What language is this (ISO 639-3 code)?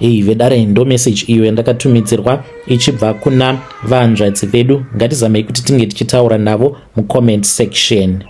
sna